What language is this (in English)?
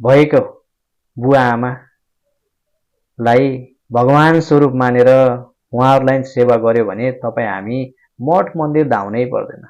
Nepali